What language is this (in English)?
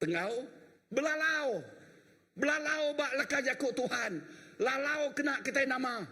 Iban